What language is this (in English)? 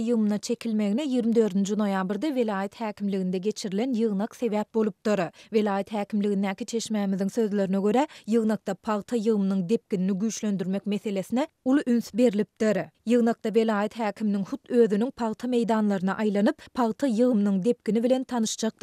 Turkmen